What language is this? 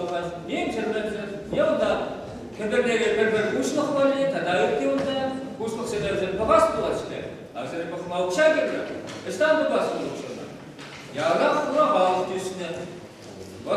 Chuvash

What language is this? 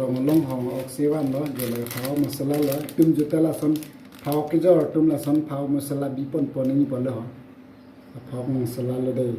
Karbi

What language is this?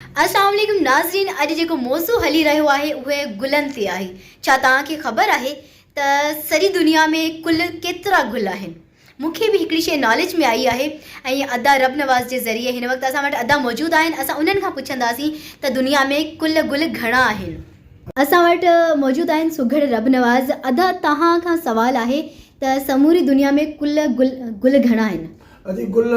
Sindhi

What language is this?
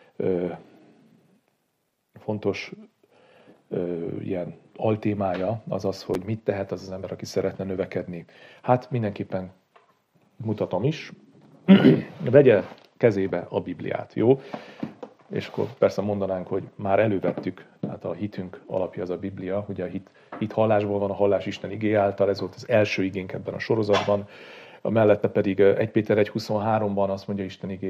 Hungarian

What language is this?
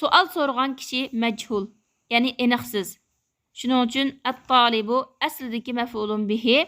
Uyghur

